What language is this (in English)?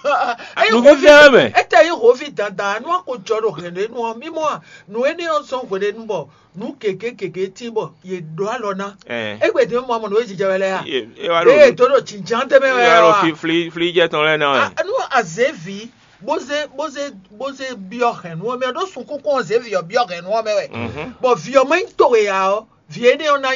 Fon